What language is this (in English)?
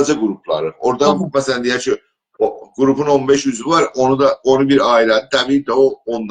South Azerbaijani